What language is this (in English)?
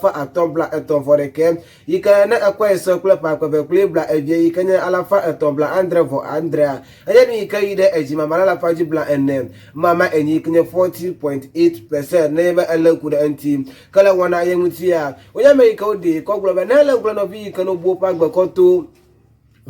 Ewe